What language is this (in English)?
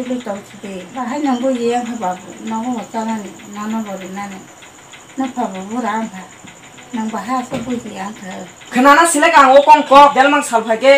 Kok Borok